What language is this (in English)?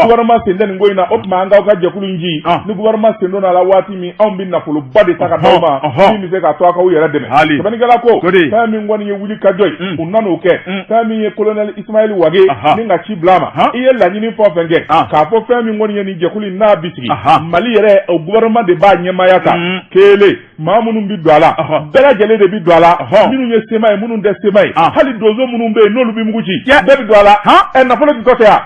Bambara